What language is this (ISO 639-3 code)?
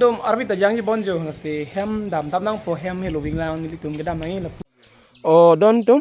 mjw